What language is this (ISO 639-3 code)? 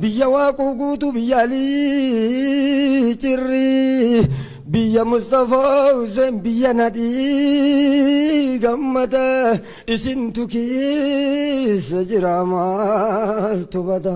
orm